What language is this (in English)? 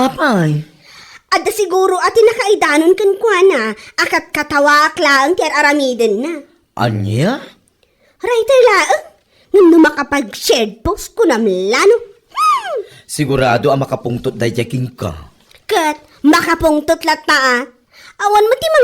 Iloko